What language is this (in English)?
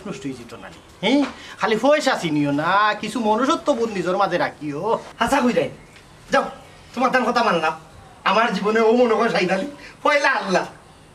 Sylheti